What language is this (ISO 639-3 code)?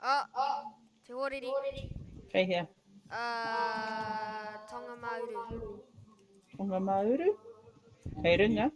mri